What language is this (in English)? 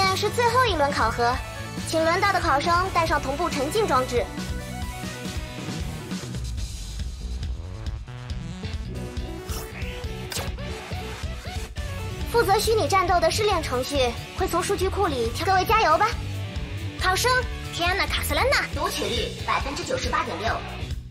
Chinese